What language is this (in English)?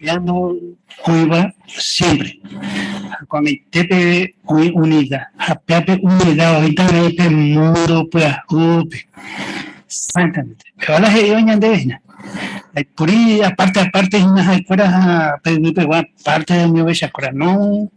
Guarani